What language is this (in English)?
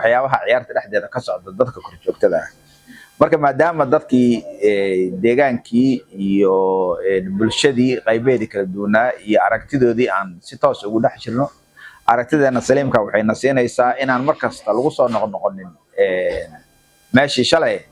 Somali